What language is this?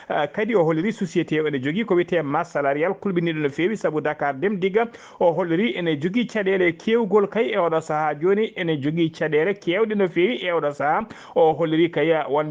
Fula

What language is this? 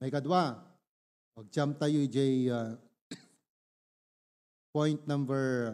Iloko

